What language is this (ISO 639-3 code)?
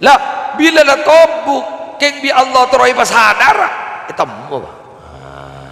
mad